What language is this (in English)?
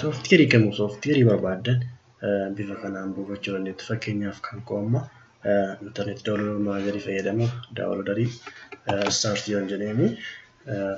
Oromo